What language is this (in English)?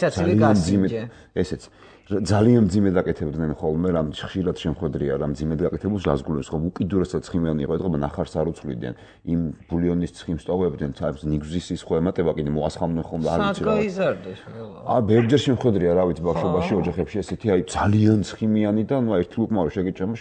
Georgian